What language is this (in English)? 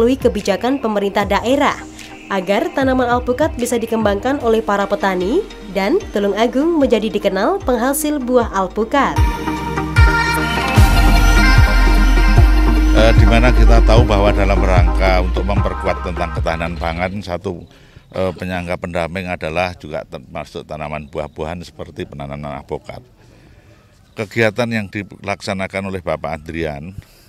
Indonesian